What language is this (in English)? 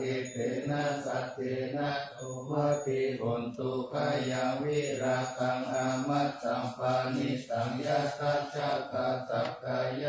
Pali